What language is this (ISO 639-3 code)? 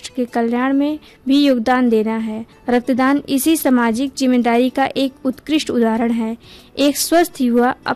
hin